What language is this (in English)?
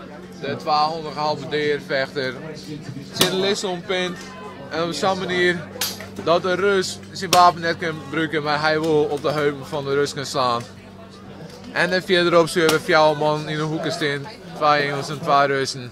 Western Frisian